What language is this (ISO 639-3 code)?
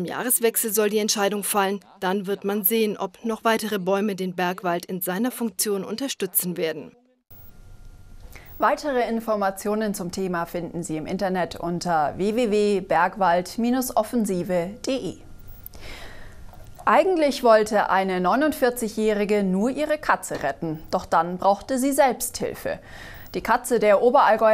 deu